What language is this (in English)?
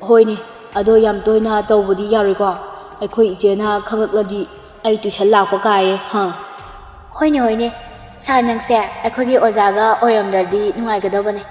Manipuri